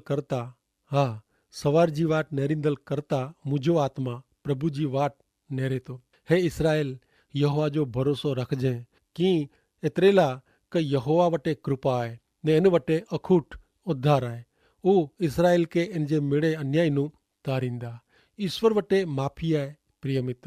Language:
Kachhi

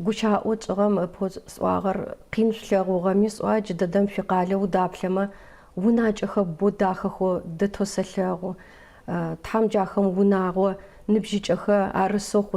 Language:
Adyghe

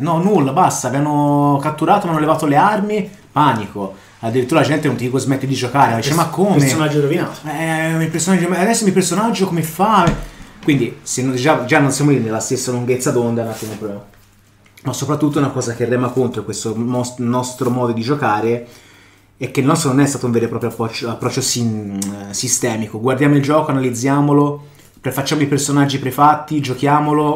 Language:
Italian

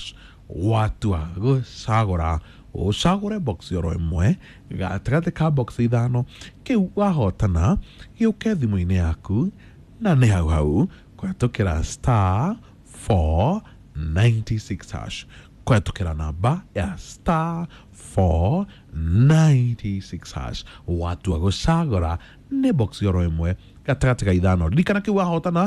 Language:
Kikuyu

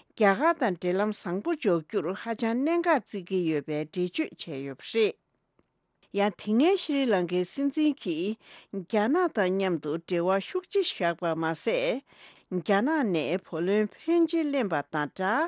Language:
Tibetan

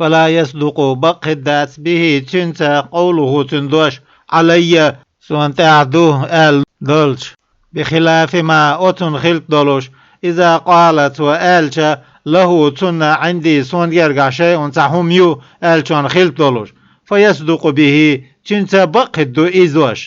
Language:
Chechen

